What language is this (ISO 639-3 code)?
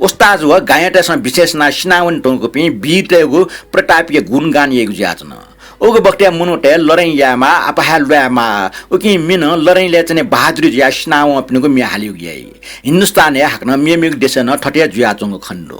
new